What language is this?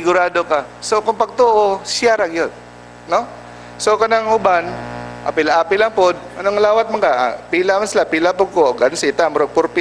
Cebuano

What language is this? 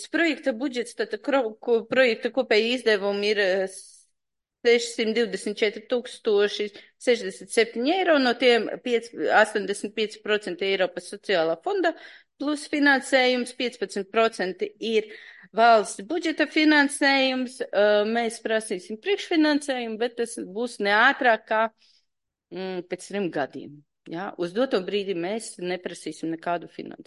Latvian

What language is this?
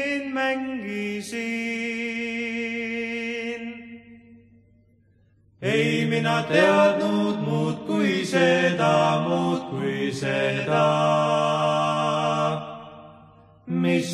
Estonian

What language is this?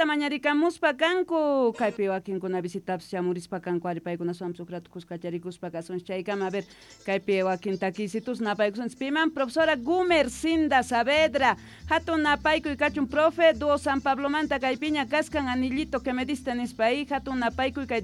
South Bolivian Quechua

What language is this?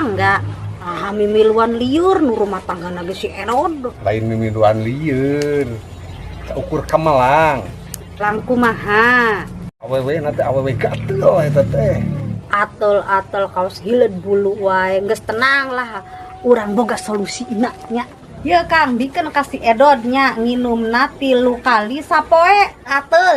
Sundanese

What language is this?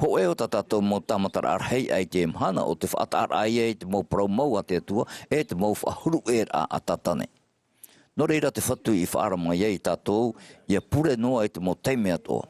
Tahitian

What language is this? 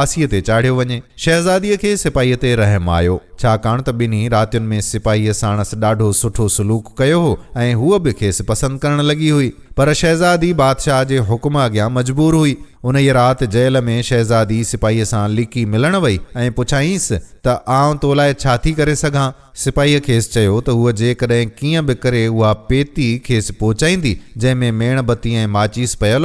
Sindhi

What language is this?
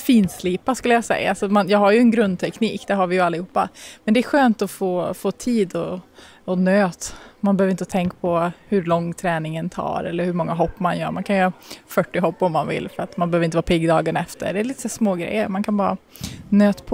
Swedish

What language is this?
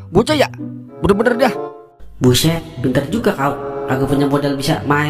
Betawi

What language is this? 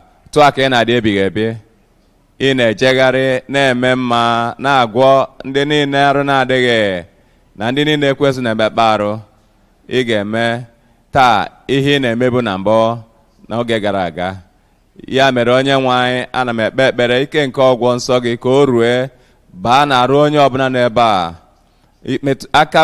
Igbo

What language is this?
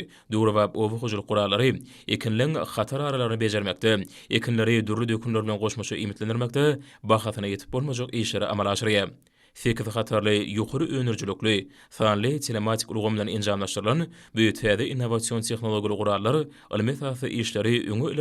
Turkmen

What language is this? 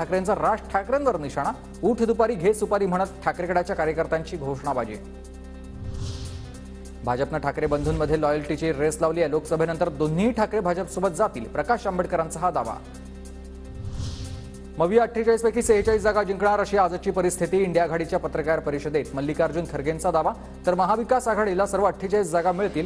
Marathi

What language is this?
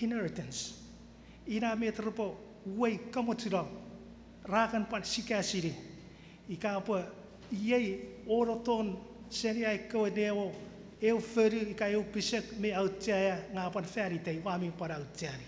Chuukese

